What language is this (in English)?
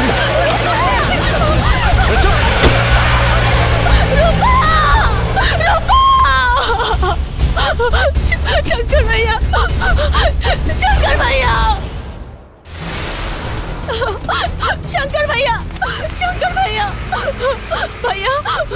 Bhojpuri